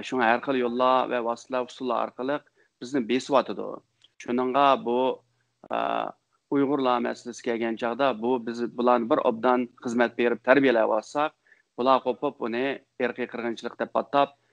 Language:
Uyghur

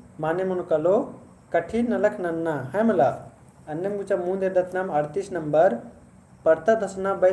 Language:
Kurukh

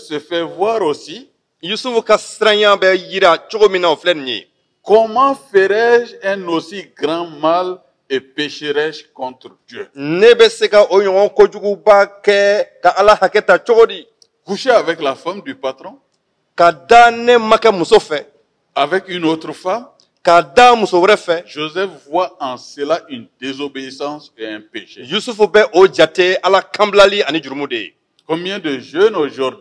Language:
Bambara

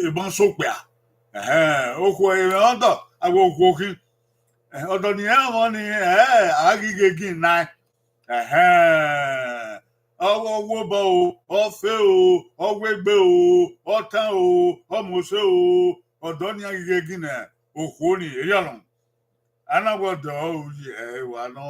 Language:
Bini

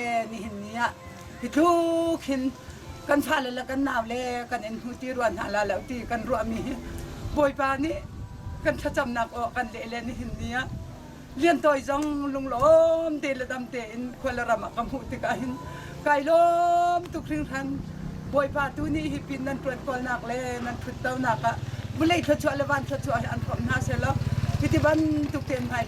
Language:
Hakha Chin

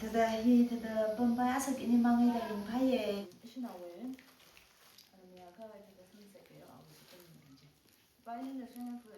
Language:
Tangkhul Naga (India)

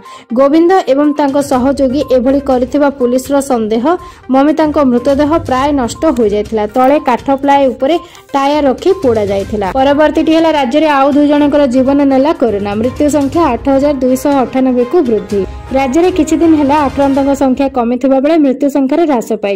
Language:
Odia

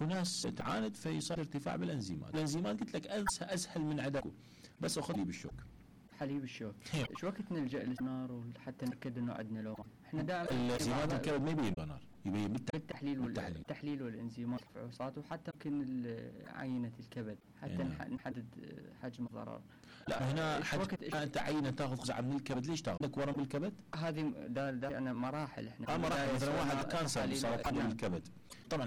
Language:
Mesopotamian Arabic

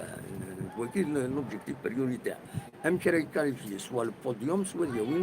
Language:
Kabyle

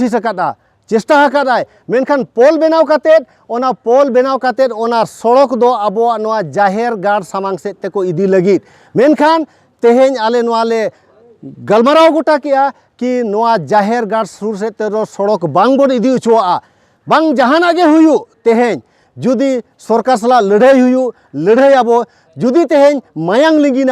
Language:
Santali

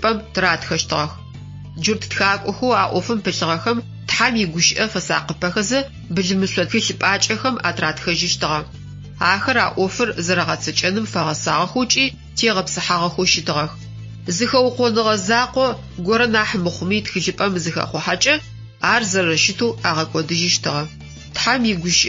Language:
Adyghe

